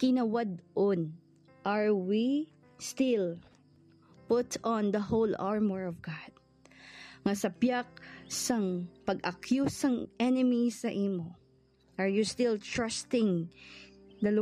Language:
Hiligaynon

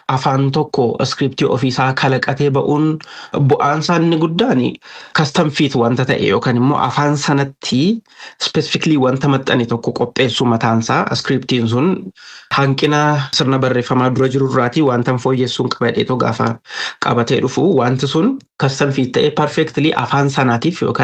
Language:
Oromo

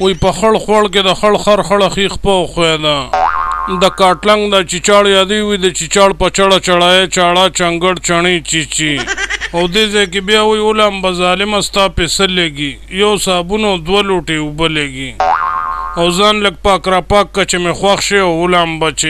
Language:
Pashto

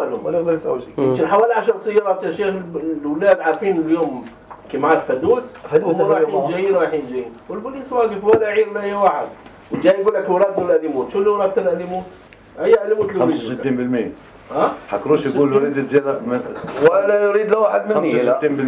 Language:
North Levantine Arabic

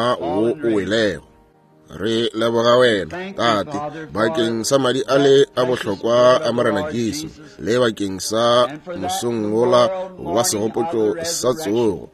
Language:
Northern Sotho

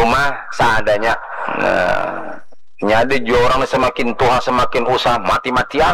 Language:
Banjar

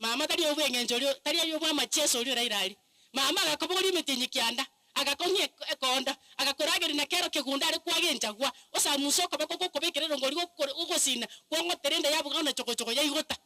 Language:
Gusii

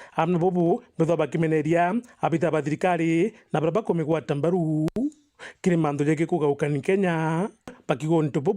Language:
Meru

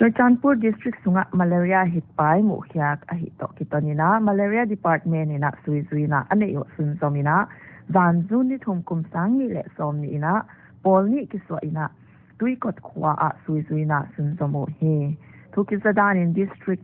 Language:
Paite Chin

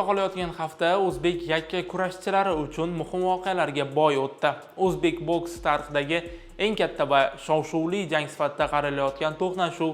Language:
Uzbek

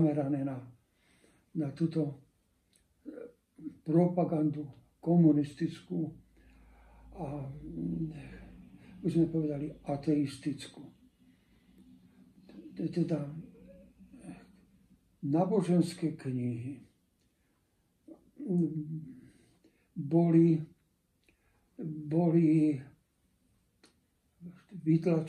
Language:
Slovak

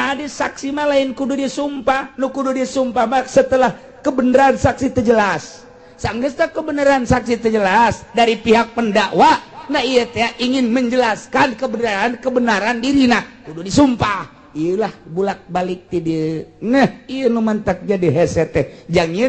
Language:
Sundanese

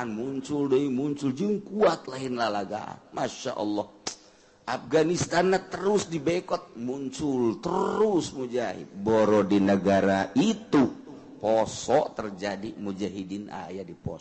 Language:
Sundanese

